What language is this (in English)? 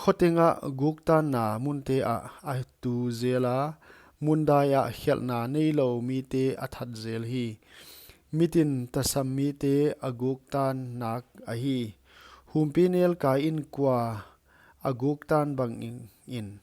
Paite Chin